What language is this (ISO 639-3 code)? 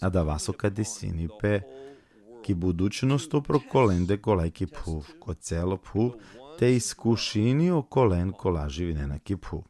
rmn